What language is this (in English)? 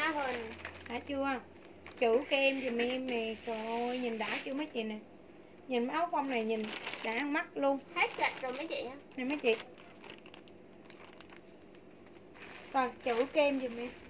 Vietnamese